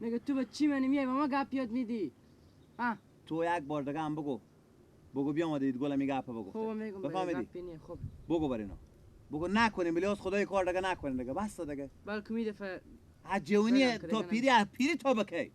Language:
Persian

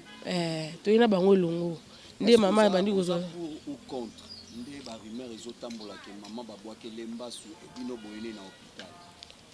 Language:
Lingala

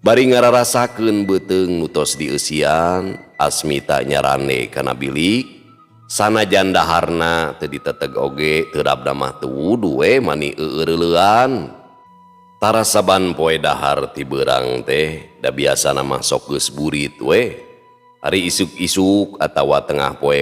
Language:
Sundanese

